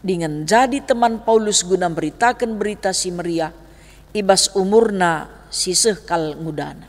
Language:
Batak Karo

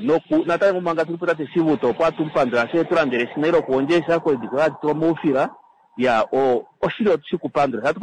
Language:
Kuanyama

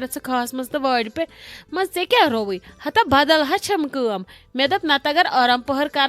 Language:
Kashmiri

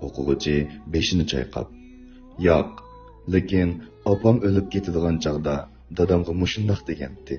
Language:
Uyghur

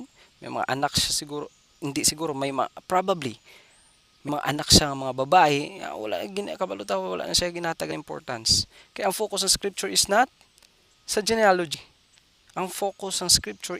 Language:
Hiligaynon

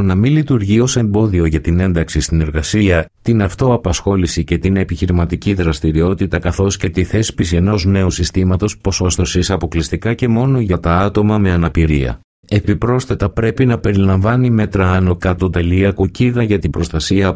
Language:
Greek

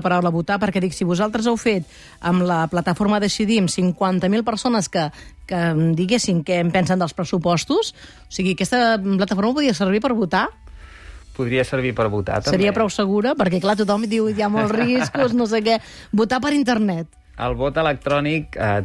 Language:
Catalan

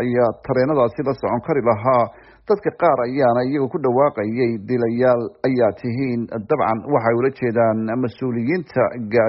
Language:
Somali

